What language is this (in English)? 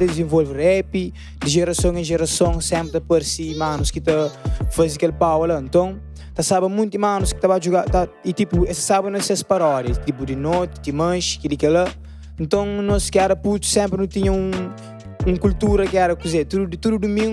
Kabuverdianu